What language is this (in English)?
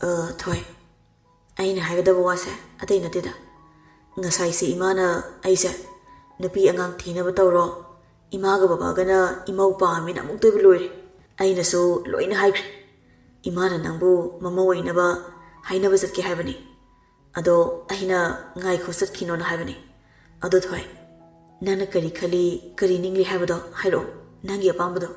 Manipuri